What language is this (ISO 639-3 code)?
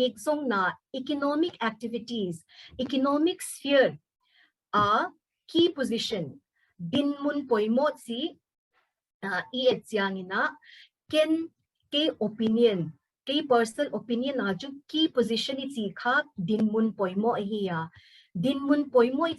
pck